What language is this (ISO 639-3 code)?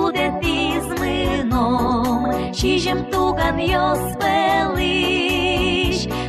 udm